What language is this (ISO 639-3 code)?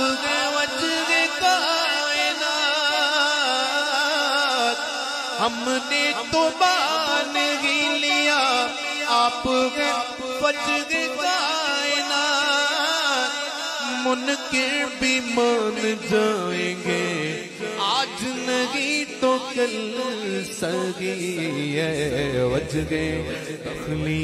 urd